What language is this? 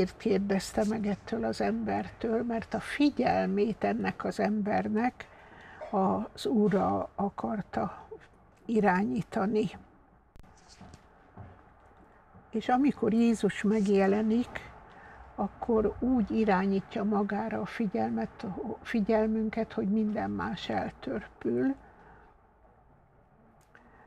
Hungarian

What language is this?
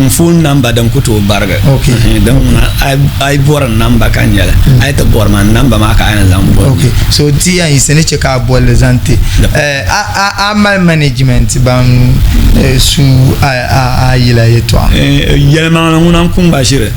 Dagbani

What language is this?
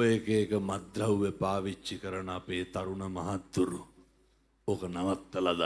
Sinhala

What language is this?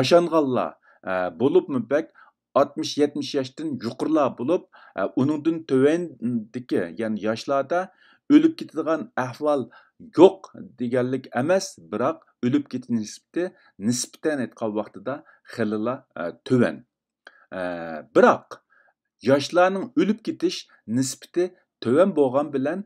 Uyghur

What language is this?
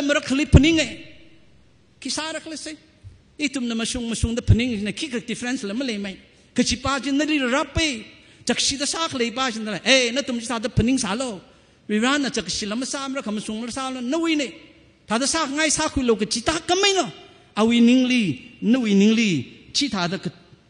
Tangkhul Naga (India)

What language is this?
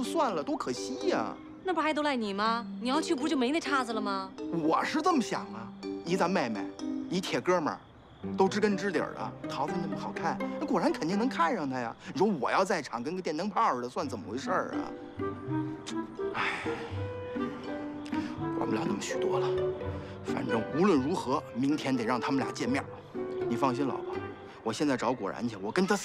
Chinese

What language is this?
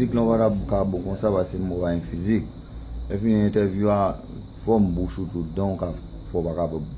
Haitian Creole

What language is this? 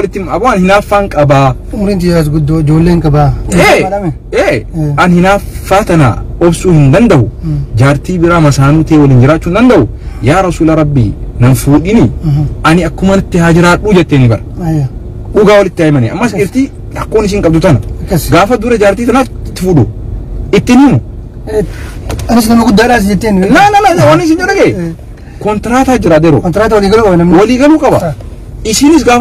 Oromo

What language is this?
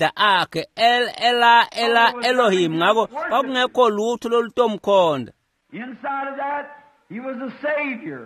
Swati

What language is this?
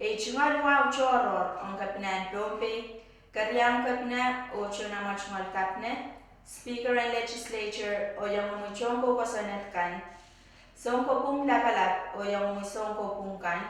Pohnpeian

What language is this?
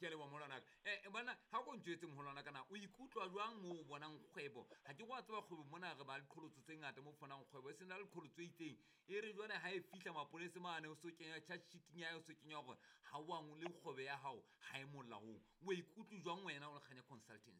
Southern Sotho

